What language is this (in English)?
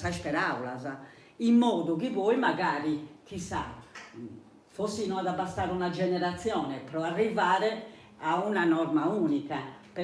Sardinian